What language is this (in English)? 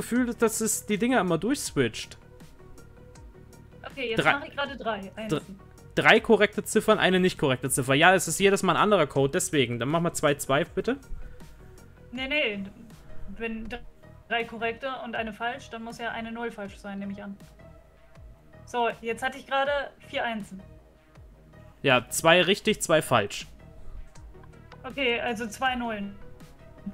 German